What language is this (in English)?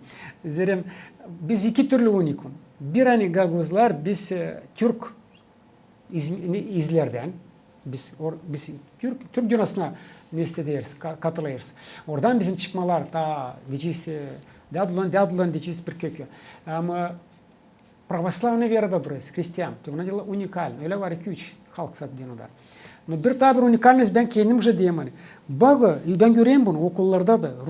Gagauz